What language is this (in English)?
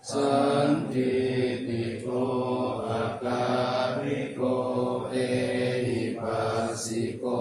Pali